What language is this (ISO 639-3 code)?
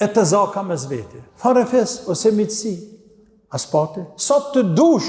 sqi